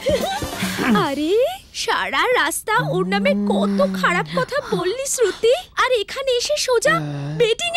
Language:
Bangla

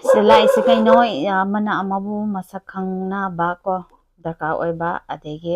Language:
Manipuri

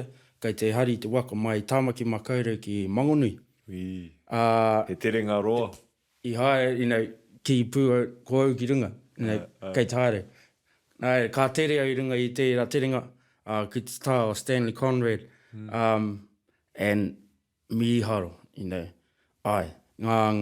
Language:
Māori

